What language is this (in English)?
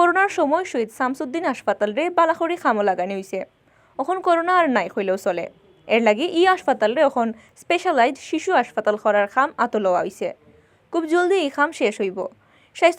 Sylheti